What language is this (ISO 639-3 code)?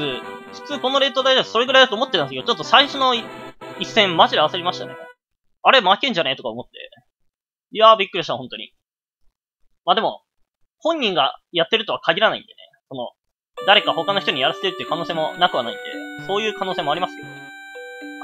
jpn